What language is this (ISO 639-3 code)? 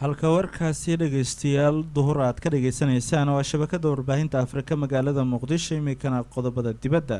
som